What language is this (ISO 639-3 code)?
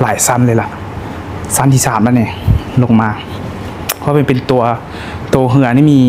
lao